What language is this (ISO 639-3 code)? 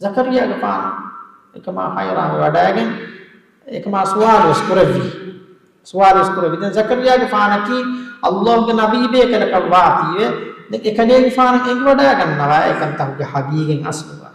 div